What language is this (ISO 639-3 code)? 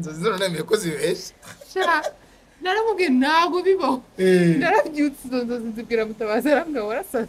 kin